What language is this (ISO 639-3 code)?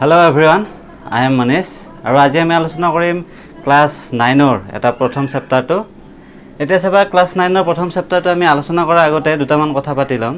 asm